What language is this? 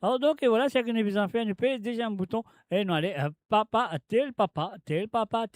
Morisyen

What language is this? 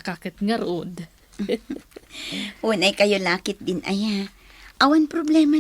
Iloko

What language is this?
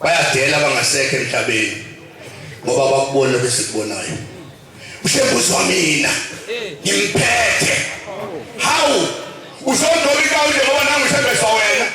Zulu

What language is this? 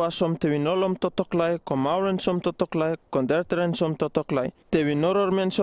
Uripiv-Wala-Rano-Atchin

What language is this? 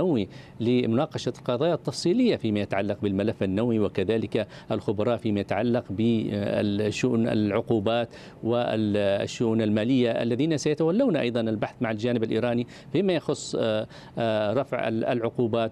Arabic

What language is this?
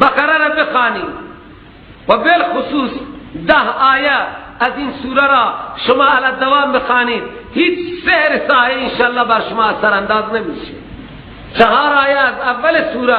Persian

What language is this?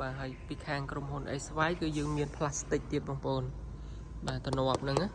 Khmer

